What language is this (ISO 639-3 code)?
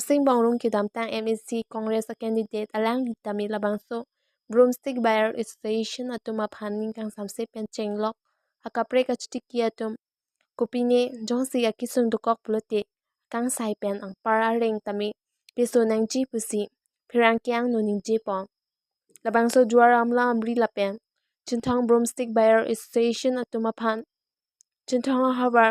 mjw